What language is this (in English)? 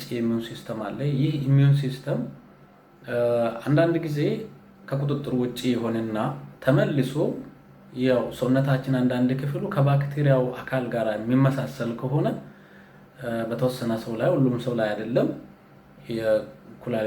Amharic